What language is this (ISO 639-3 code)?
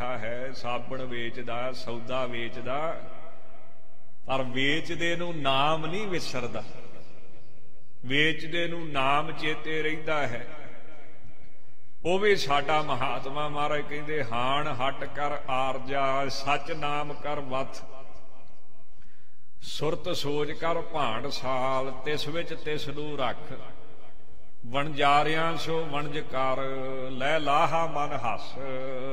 pan